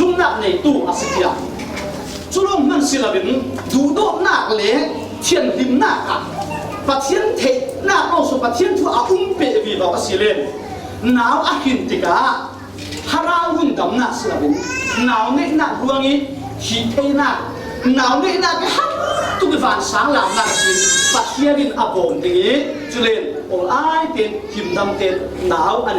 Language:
Falam Chin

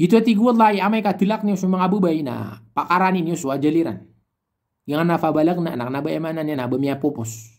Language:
Maranao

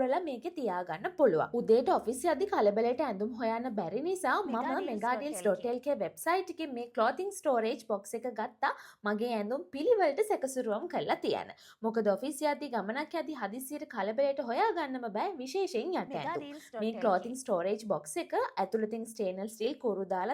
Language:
Sinhala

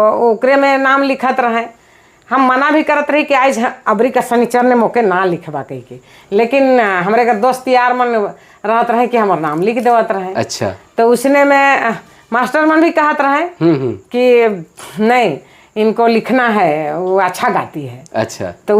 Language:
Sadri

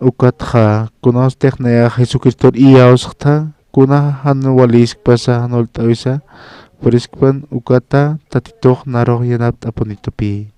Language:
Aymara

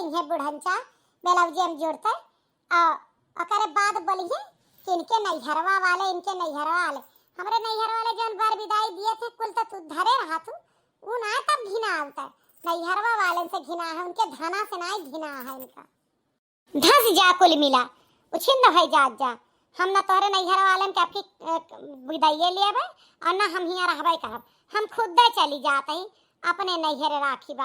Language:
Awadhi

